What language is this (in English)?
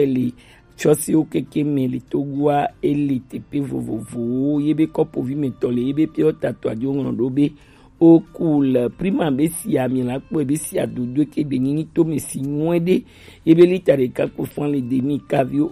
Gen